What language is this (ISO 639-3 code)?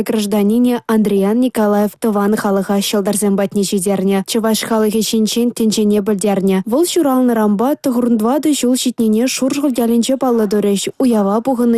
chv